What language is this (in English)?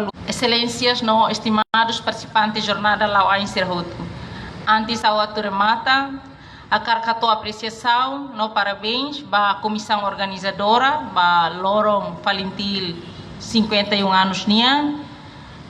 Tetum